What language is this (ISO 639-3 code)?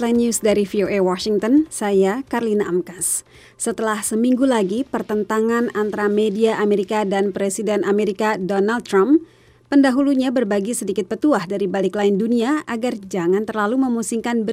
ind